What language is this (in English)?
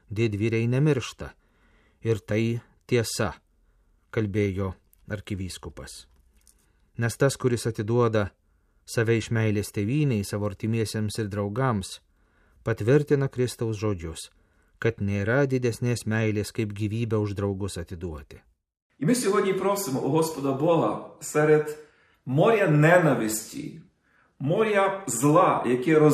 Lithuanian